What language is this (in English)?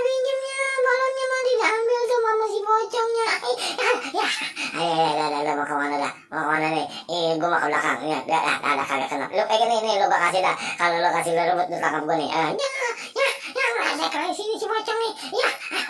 Betawi